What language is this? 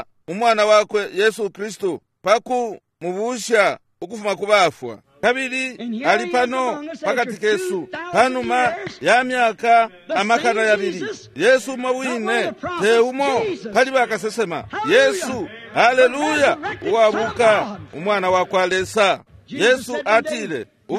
Bemba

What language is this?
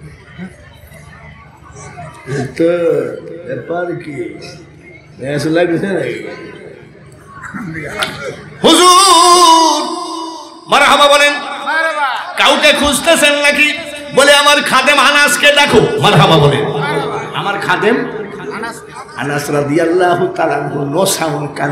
Bangla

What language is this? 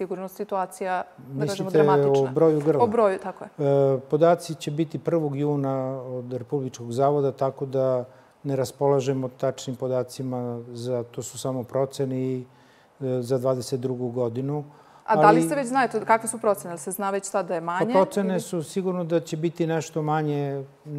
Serbian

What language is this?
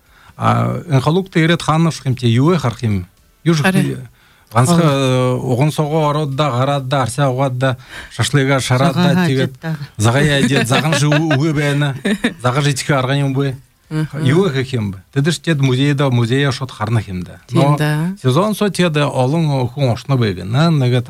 Buriat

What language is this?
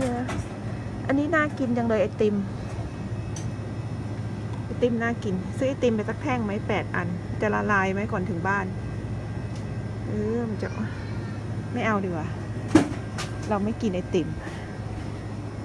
Thai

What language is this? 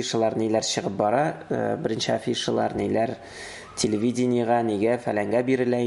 Tatar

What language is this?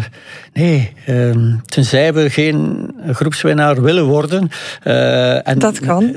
Dutch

